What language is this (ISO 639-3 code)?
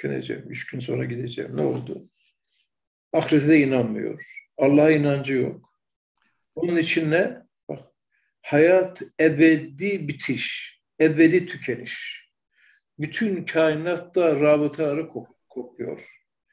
tur